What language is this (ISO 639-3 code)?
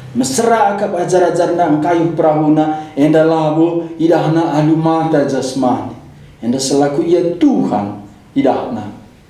btx